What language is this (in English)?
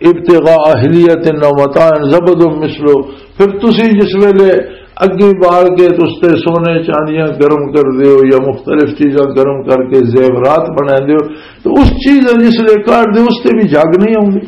Western Panjabi